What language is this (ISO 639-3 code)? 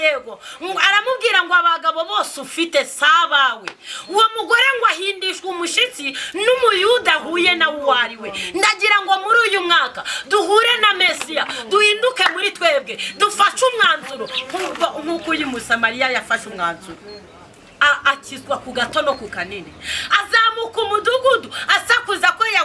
kin